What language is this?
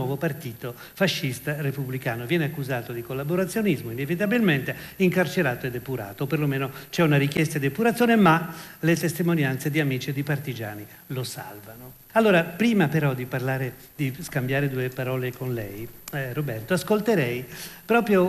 Italian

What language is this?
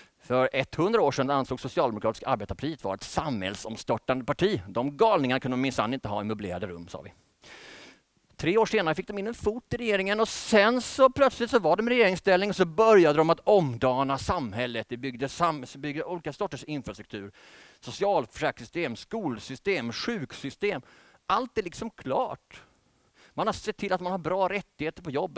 Swedish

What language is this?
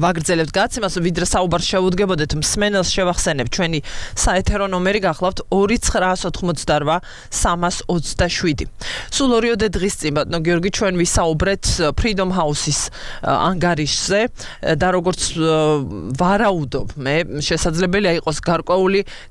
Georgian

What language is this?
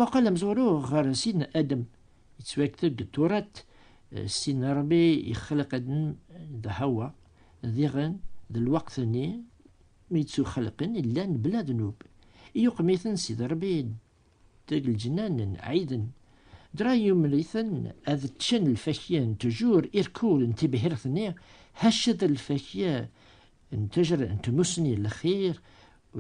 Kabyle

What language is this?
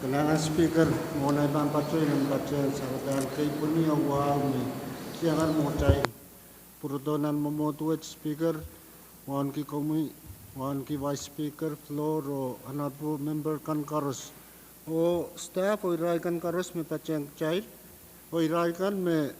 Pohnpeian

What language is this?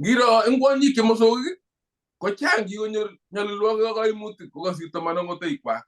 Kalenjin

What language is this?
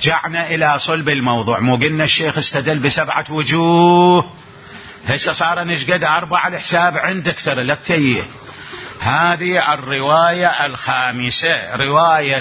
Mesopotamian Arabic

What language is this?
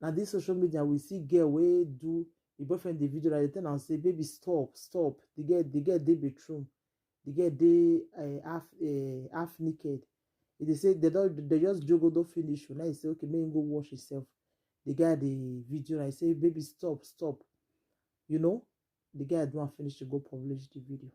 Nigerian Pidgin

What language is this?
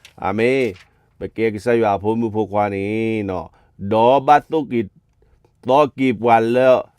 S'gaw Karen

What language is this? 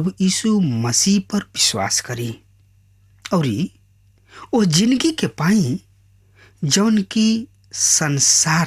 Bhojpuri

